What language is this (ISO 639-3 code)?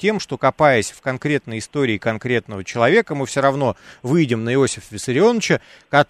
rus